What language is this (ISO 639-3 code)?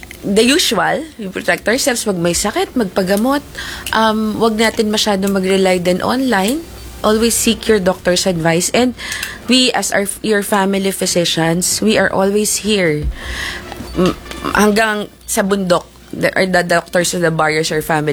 fil